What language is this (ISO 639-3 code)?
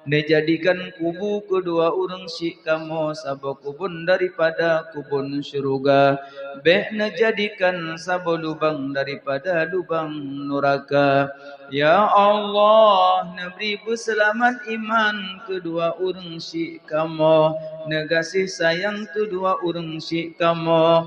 ace